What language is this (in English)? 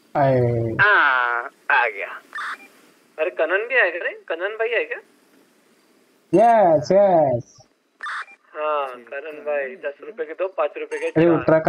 Hindi